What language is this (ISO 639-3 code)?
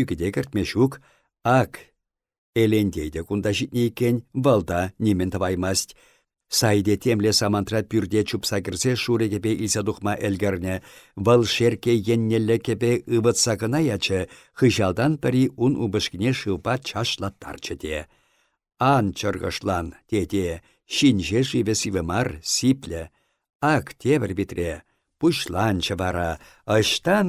chv